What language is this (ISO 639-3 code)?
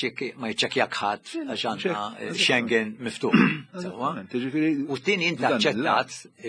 mlt